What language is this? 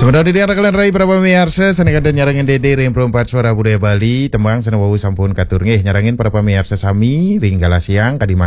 Balinese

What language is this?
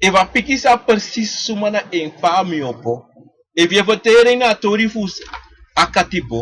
Sranan Tongo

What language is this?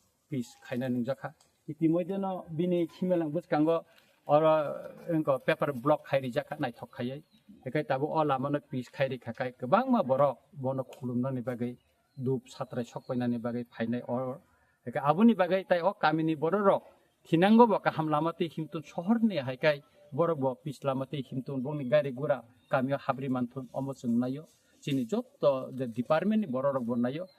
Kok Borok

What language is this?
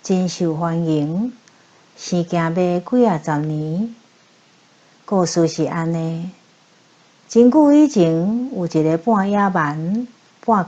Min Nan Chinese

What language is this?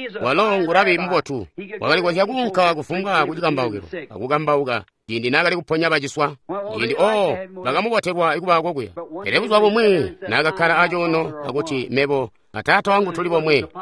Tonga (Zambia)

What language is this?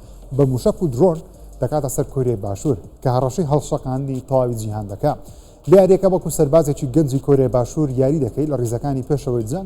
Central Kurdish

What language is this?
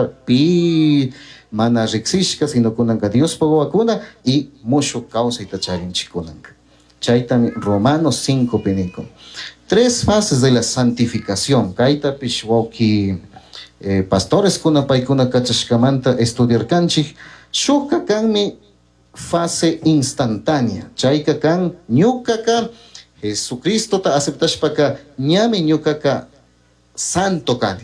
Chimborazo Highland Quichua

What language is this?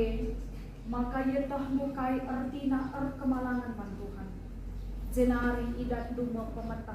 Batak Karo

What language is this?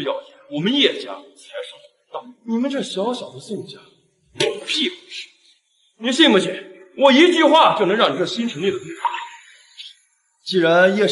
Chinese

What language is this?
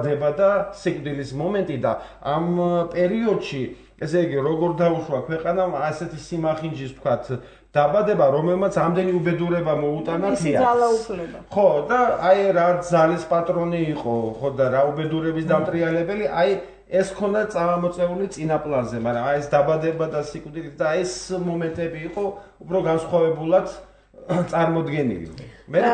Georgian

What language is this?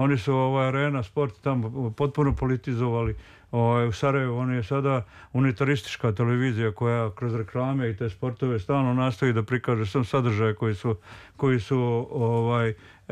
Serbian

